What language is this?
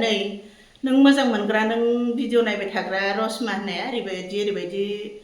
Bodo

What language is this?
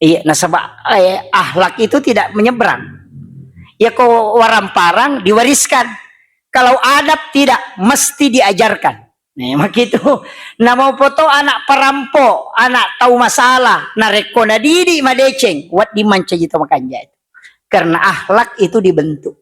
Buginese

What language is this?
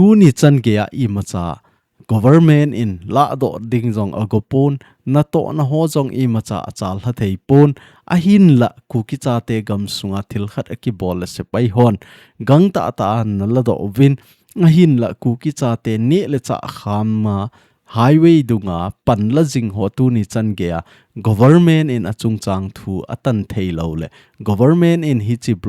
Thado Chin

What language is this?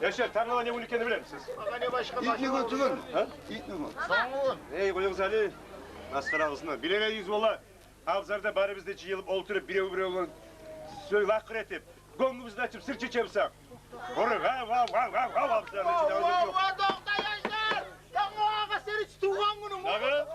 Kumyk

